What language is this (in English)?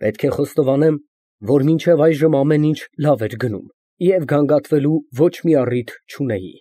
Armenian